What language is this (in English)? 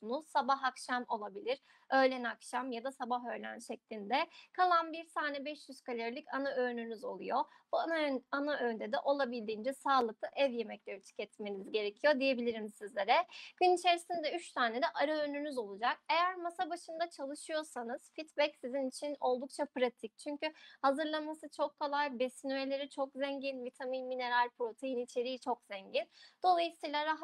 Turkish